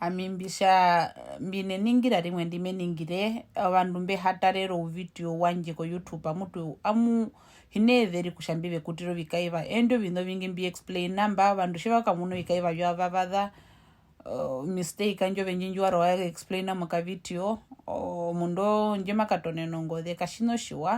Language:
Herero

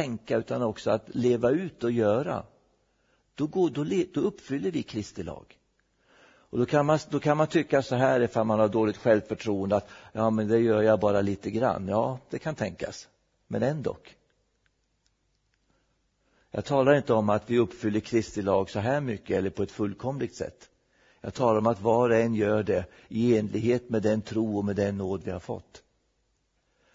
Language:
Swedish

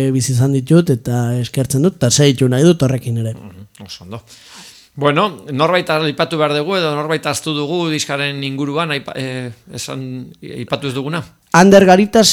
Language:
Basque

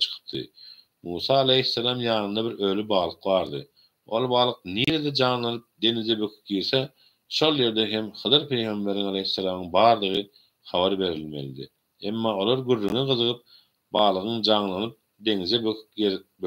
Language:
Turkmen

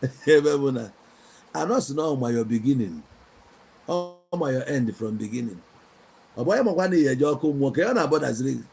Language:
Igbo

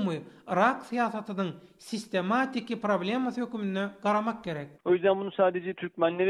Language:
Turkmen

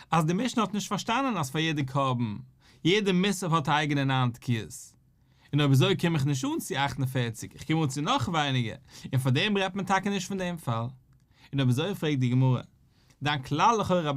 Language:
Yiddish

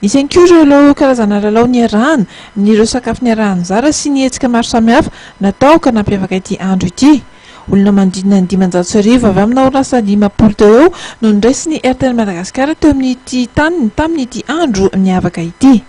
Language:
Malagasy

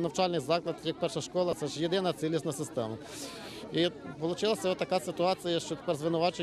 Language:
Ukrainian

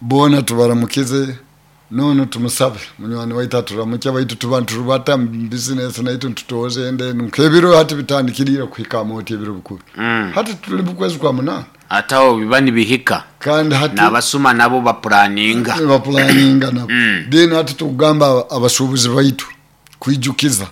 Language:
Nyoro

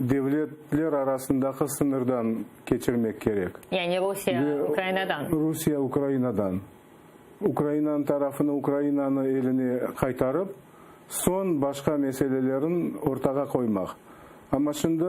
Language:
Crimean Tatar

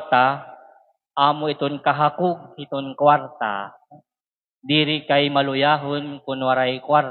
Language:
Waray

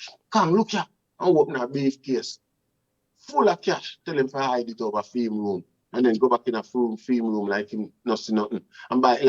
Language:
Jamaican Creole English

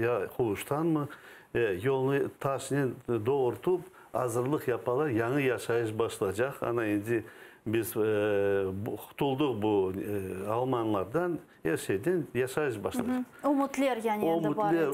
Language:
Crimean Tatar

